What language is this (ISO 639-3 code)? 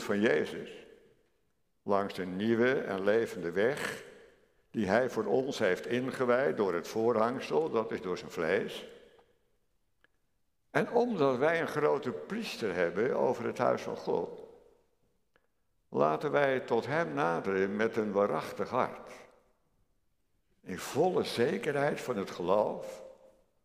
nld